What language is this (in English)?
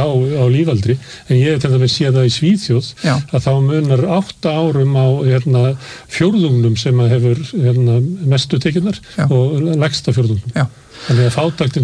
Icelandic